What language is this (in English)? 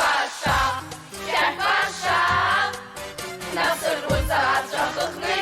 Abkhazian